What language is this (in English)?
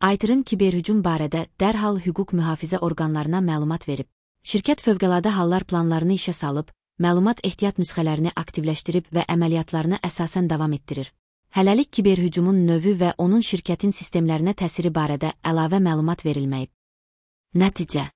Azerbaijani